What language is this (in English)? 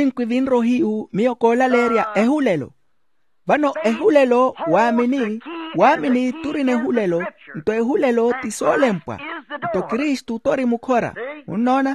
Makhuwa